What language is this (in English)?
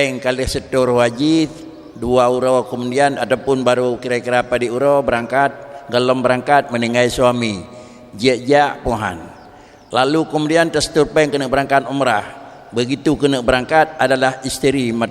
Achinese